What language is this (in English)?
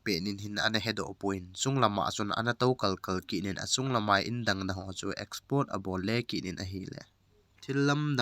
Thado Chin